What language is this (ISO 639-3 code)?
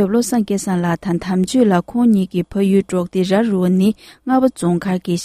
bod